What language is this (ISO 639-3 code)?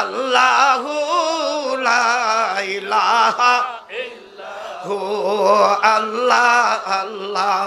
syl